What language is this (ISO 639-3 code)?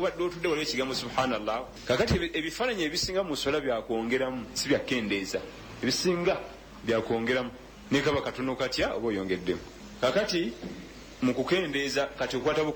lug